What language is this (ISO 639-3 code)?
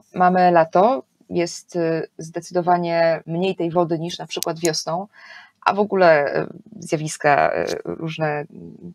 pol